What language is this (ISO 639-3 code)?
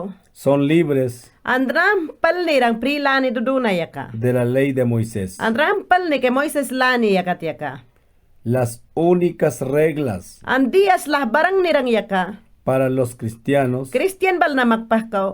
yan